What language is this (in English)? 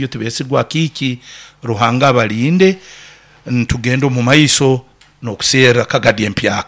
Nyoro